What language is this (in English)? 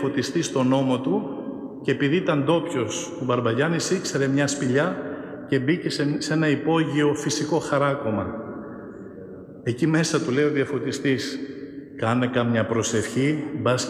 Greek